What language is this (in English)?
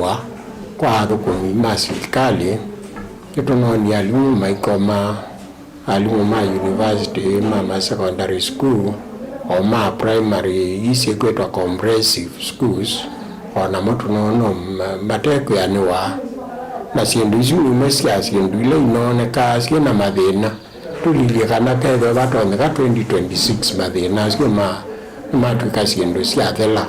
Kamba